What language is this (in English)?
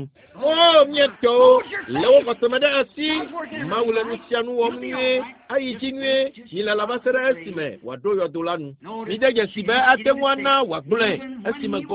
Ewe